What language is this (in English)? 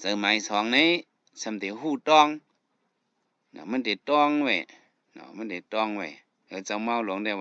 Shan